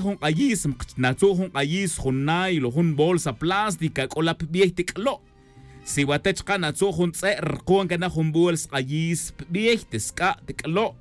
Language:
Tz'utujil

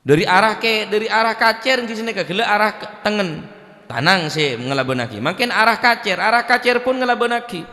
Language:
Madurese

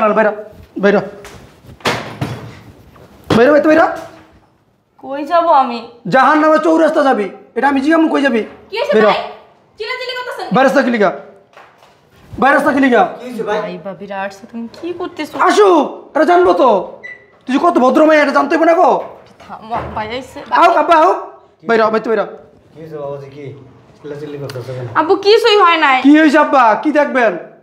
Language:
Bangla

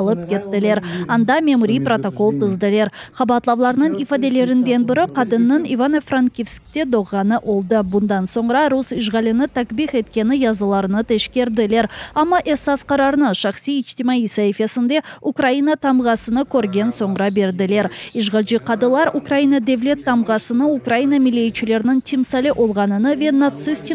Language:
Crimean Tatar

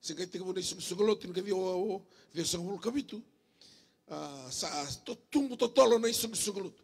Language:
Fijian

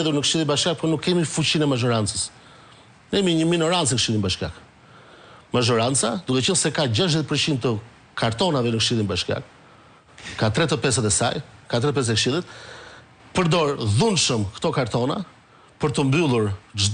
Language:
Albanian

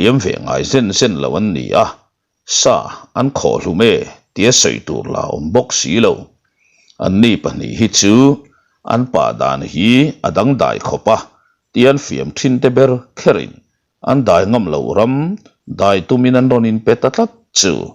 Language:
Mizo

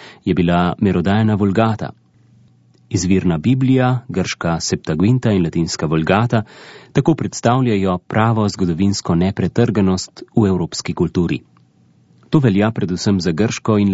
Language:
Slovenian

